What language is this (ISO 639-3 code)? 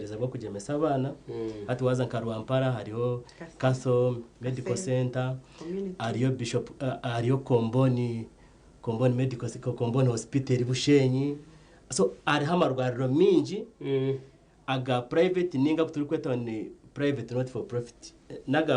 nyn